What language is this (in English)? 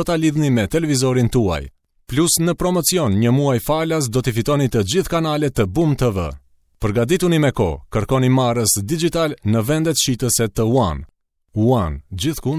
Albanian